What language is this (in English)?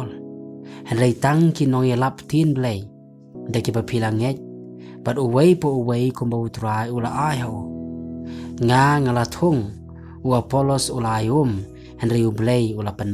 Khasi